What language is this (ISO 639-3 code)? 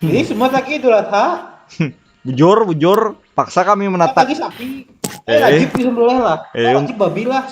bjn